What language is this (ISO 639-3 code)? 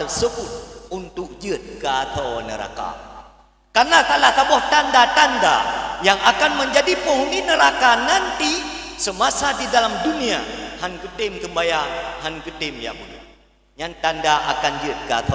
ace